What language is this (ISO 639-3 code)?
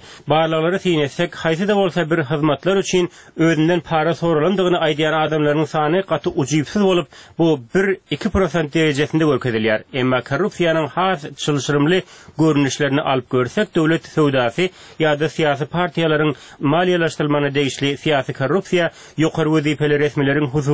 tuk